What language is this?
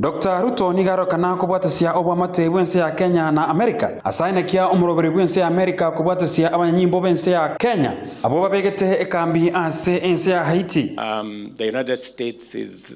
Gusii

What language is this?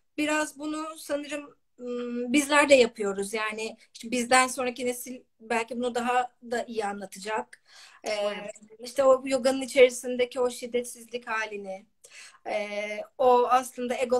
Turkish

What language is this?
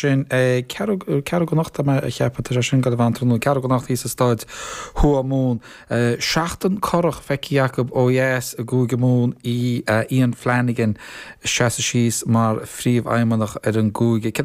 Irish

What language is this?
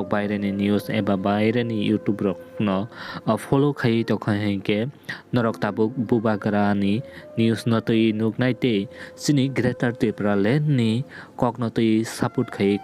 Kok Borok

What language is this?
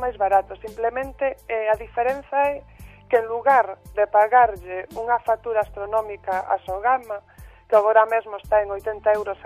Galician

